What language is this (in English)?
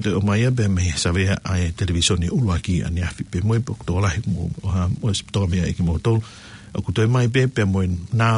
Tongan